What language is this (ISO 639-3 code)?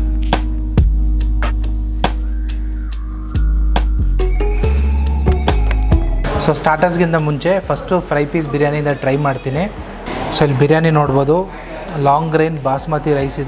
kan